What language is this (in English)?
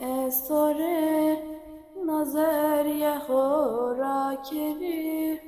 Zaza